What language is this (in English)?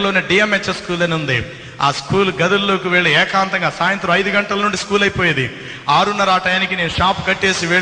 Telugu